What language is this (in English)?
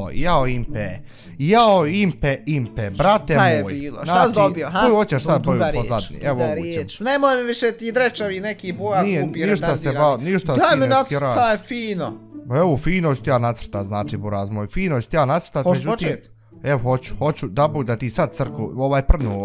Bosnian